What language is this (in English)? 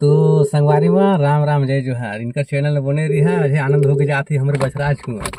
Chhattisgarhi